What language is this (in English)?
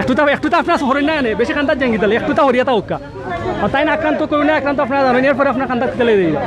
Sylheti